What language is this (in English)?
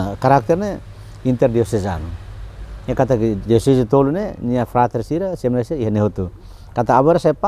Tetum